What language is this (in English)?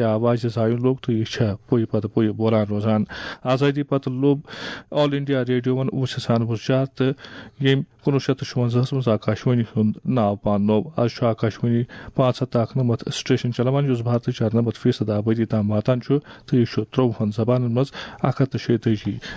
Kashmiri